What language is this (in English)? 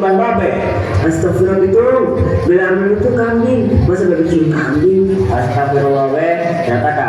Betawi